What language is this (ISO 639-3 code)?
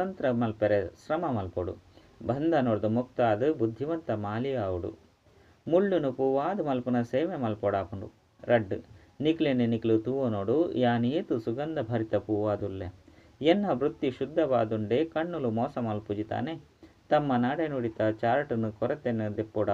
tcy